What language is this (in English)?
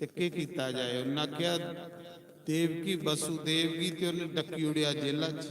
Dogri